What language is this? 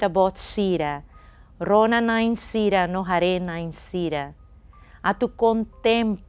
Tetum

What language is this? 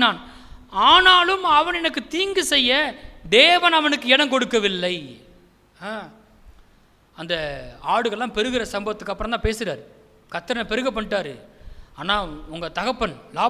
Tamil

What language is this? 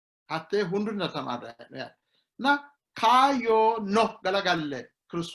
Sidamo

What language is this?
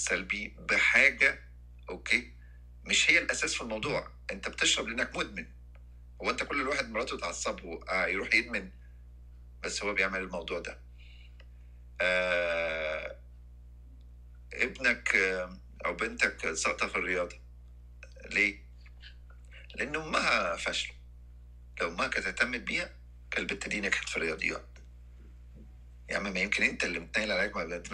Egyptian Arabic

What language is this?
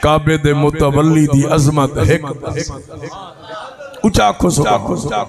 Saraiki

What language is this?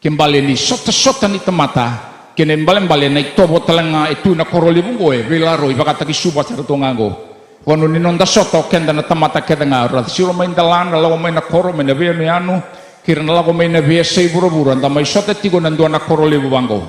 Fijian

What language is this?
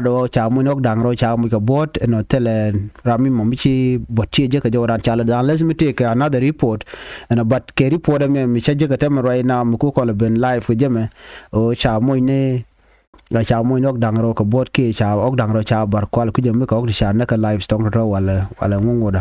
Nuer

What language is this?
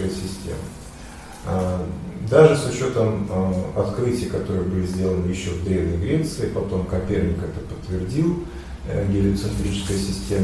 Russian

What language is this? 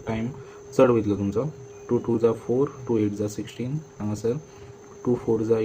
Konkani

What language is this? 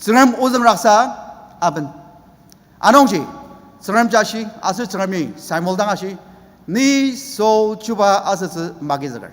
Ao Naga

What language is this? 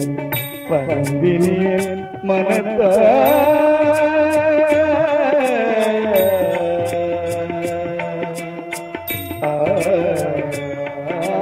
Tamil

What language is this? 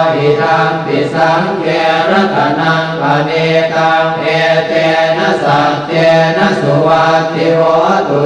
Pali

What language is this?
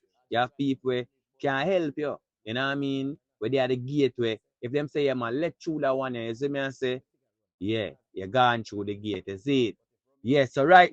Jamaican Creole English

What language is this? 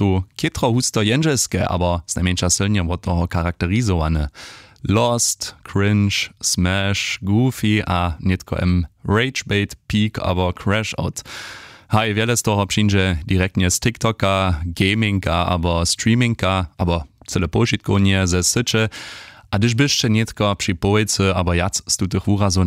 Upper Sorbian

